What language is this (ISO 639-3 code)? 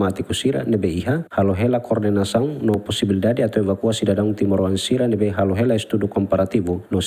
tet